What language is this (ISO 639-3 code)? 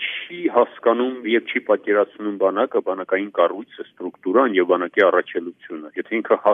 hye